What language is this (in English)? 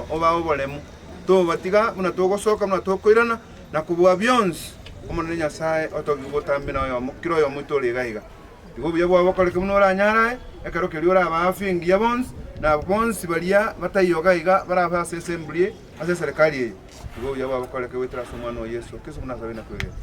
Gusii